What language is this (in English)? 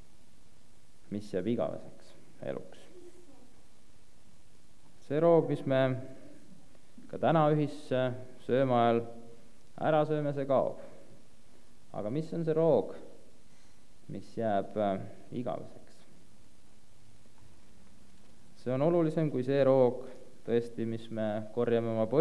Estonian